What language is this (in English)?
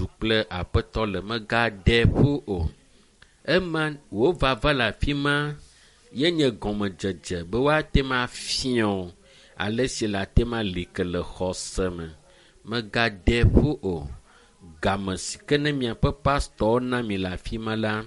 Ewe